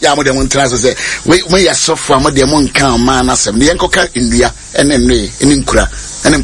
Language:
Akan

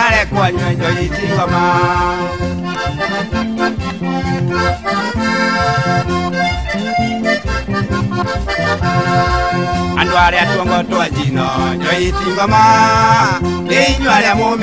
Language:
Kikuyu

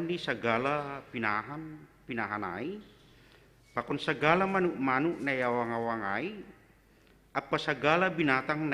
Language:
Batak Simalungun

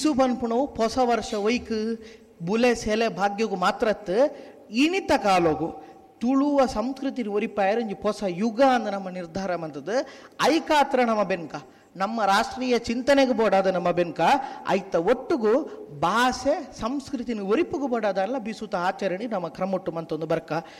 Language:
Tulu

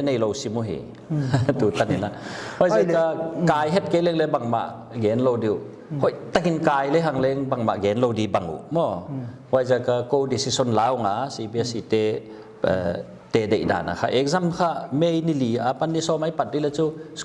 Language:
Paite Chin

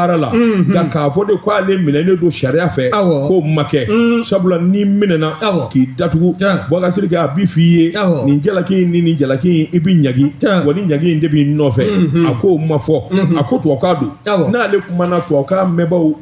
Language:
Bambara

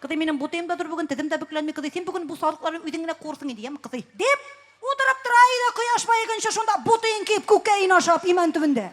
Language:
Tatar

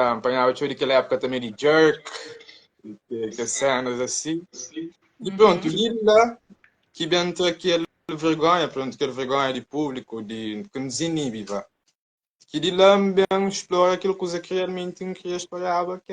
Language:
Kabuverdianu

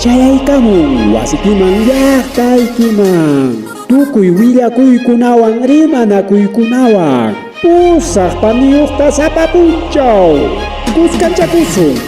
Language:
Ayacucho Quechua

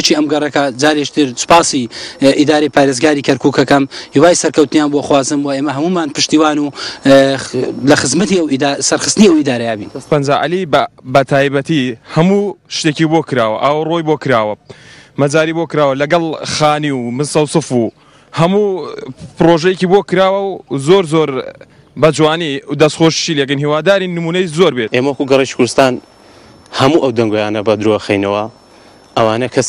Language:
Central Kurdish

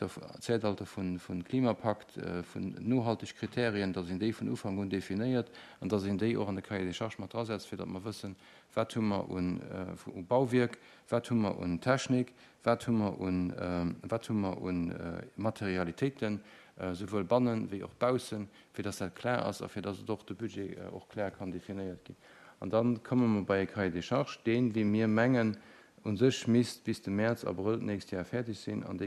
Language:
Luxembourgish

